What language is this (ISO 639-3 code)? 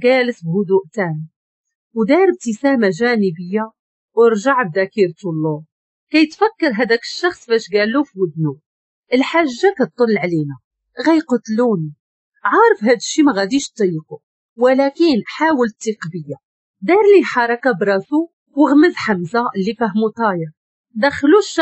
ary